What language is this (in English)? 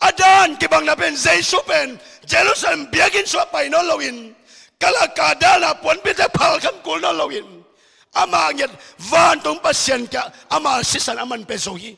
Tedim Chin